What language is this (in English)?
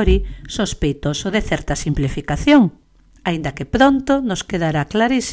Galician